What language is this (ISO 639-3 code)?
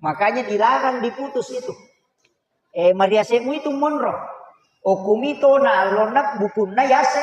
bug